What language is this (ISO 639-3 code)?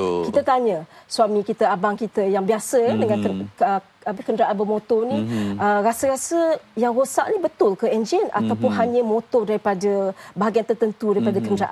msa